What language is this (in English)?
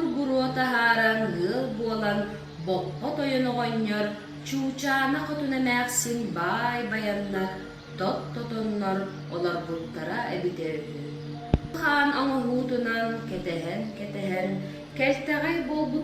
Yakut